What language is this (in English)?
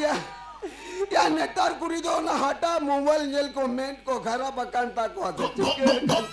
Santali